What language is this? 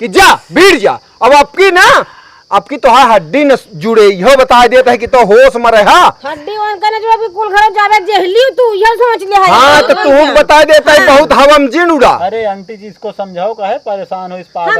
Awadhi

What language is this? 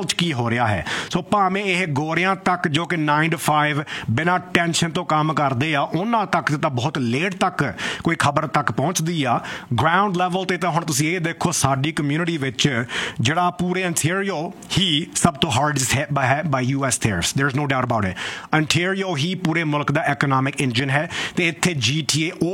Punjabi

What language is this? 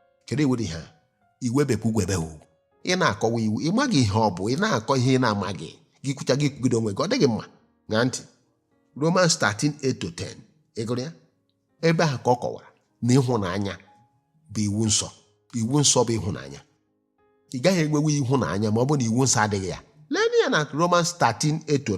Igbo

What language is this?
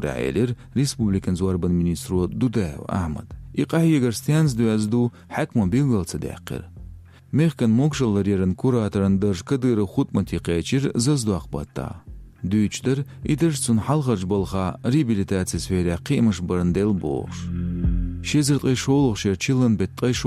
Chechen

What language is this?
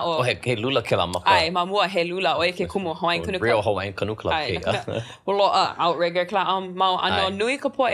Hawaiian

